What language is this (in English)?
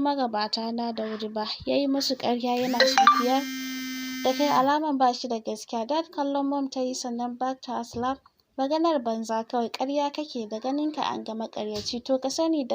Hausa